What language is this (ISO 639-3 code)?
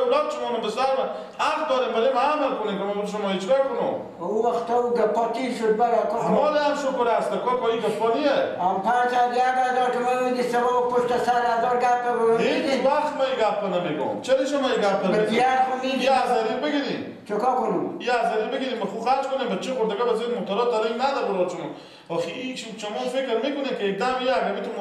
fas